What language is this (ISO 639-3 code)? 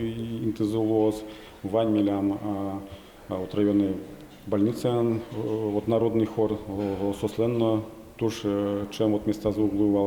udm